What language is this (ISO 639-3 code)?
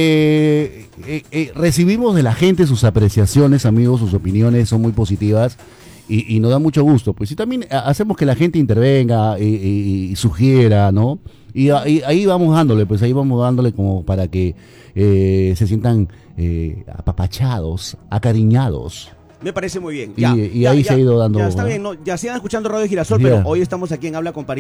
spa